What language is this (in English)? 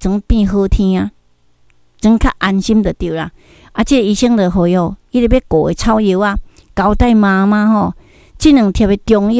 Min Nan Chinese